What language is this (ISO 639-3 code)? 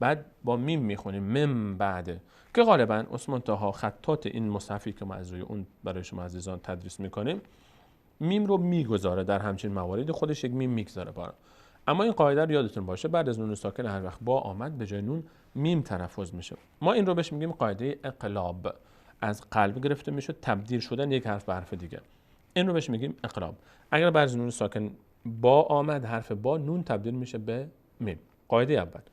fas